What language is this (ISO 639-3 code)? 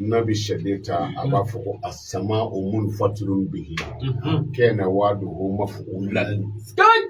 bam